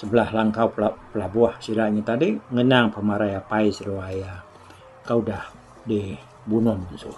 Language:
Iban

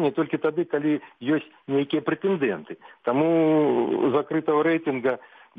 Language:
Belarusian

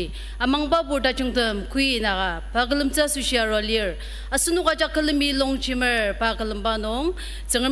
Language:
Ao Naga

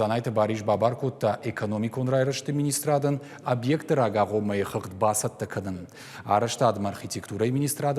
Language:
Ossetic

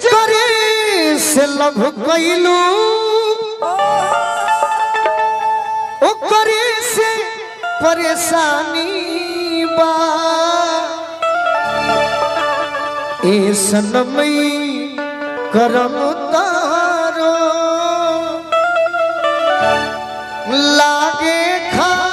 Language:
Bhojpuri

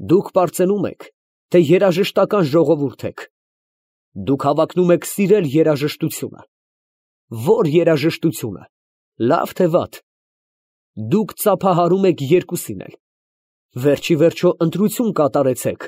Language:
Armenian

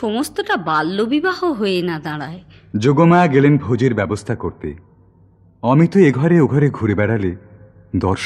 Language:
Bangla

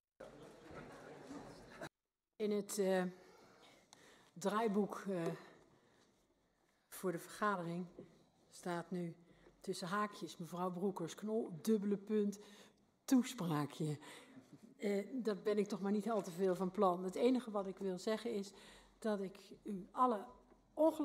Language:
Dutch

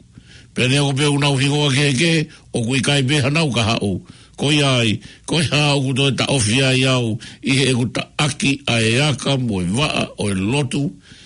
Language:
Tongan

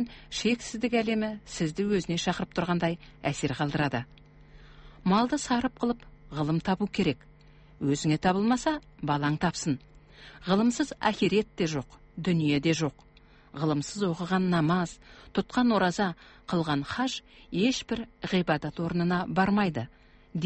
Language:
Kazakh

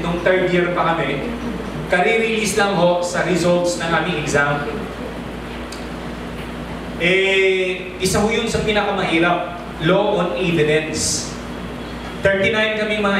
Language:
Filipino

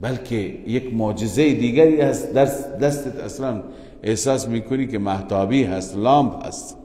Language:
Persian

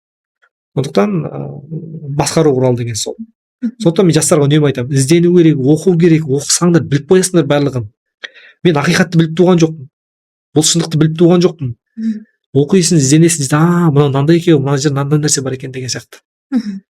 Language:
Kazakh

